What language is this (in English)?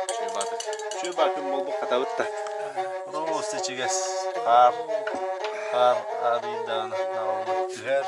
Yakut